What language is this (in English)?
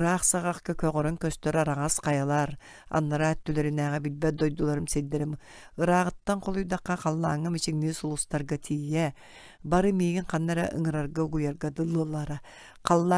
Yakut